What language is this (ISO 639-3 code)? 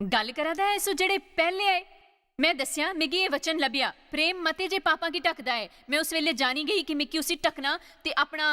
doi